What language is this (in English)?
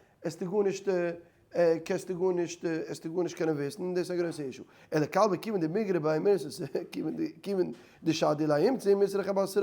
Yiddish